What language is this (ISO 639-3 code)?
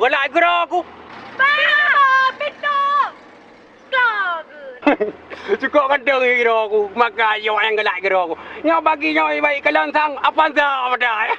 ace